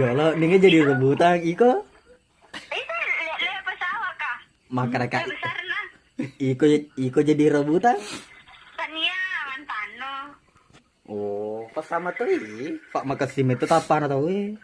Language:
Buginese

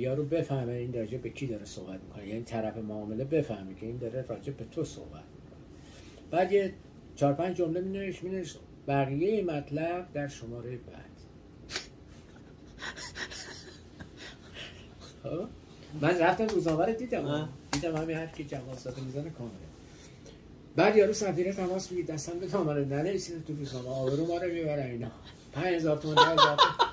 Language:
Persian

